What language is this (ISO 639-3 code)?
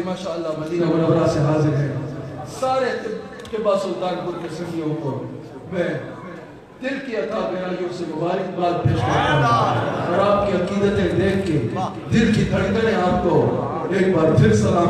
urd